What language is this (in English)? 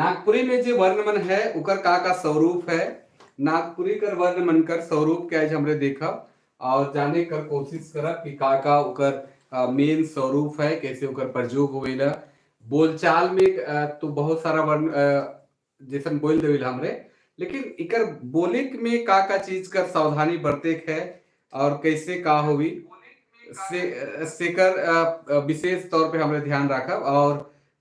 Sadri